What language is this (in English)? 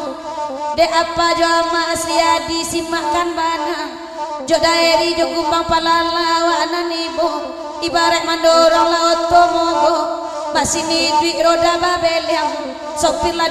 Minangkabau